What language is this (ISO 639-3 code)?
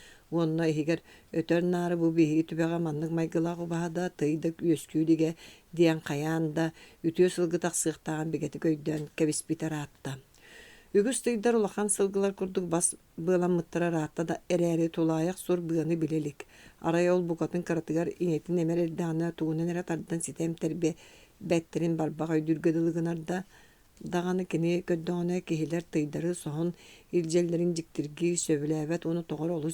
sah